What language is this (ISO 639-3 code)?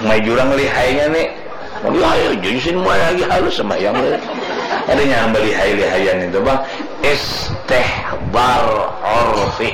bjn